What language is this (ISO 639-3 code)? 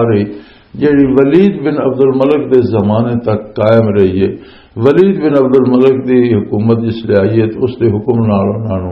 lah